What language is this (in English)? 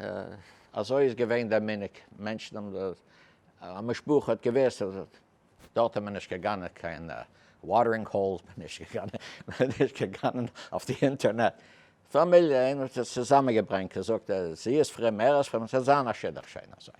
Yiddish